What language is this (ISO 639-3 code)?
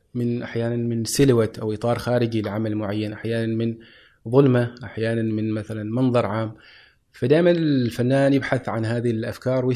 afb